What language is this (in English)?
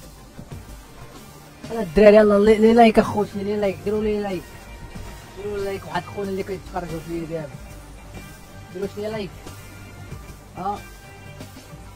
Moroccan Arabic